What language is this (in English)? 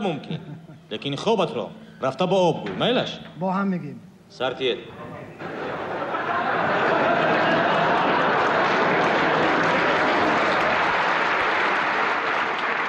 Tajik